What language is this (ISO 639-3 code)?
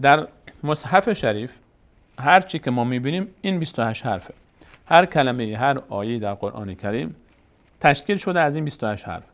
fas